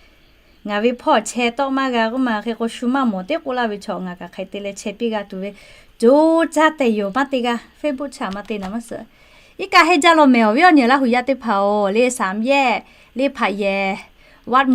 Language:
Lahu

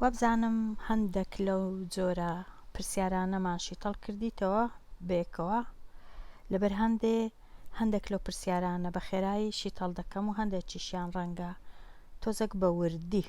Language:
Central Kurdish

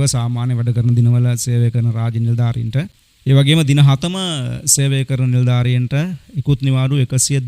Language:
Sinhala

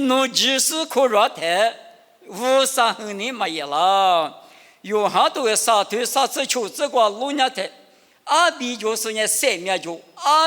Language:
Lisu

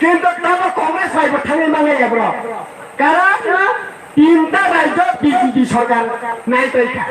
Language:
Kok Borok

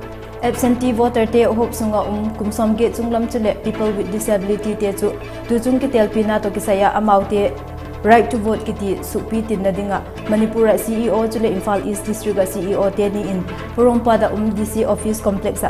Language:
Vaiphei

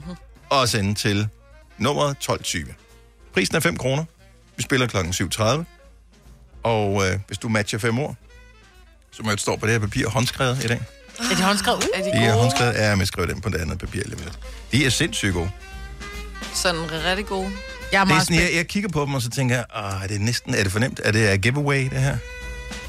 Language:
Danish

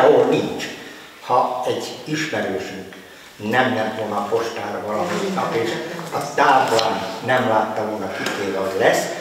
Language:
Hungarian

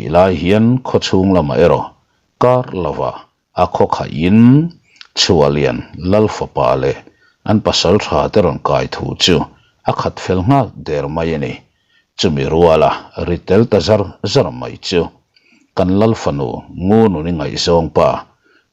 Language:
Mizo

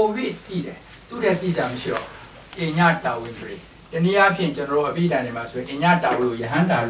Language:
Burmese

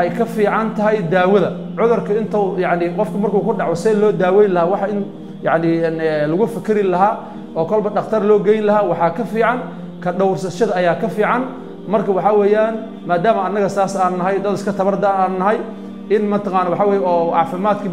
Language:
Somali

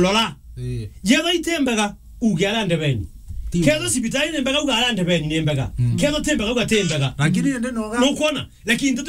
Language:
Meru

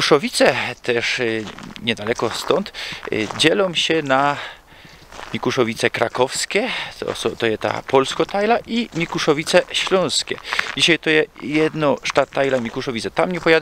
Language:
Silesian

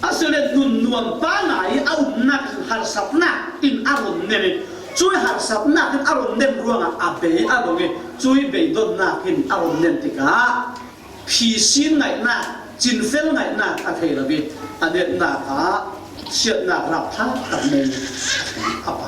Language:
Falam Chin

